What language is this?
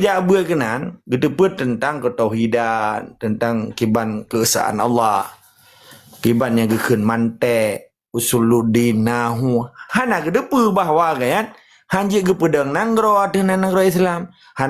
Achinese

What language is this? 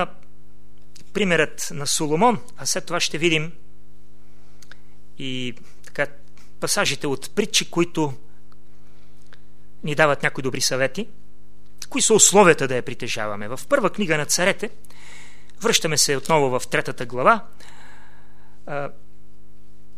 Bulgarian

